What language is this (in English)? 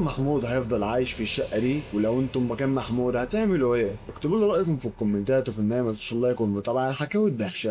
Egyptian Arabic